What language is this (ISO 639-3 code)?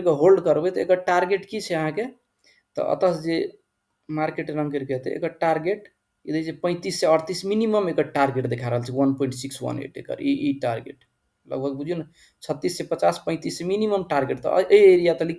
mai